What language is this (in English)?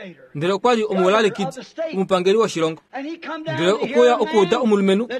Kuanyama